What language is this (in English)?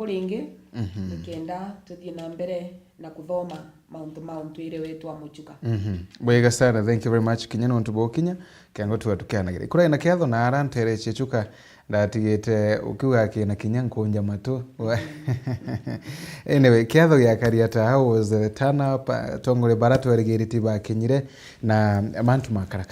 Meru